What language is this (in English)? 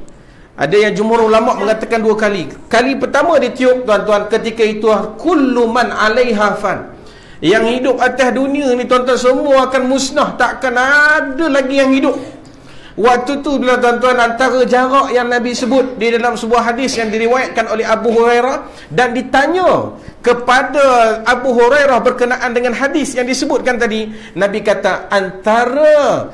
Malay